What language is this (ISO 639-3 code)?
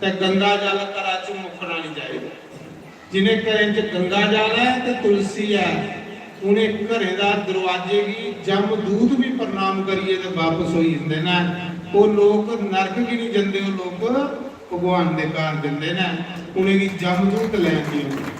doi